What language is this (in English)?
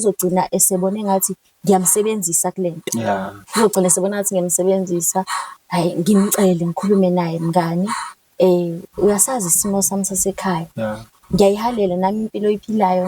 Zulu